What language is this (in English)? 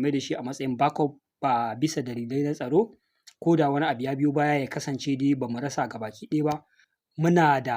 Hausa